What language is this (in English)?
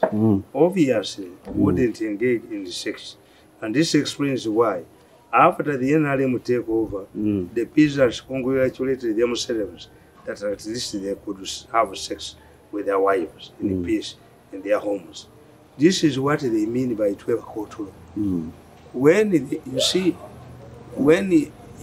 English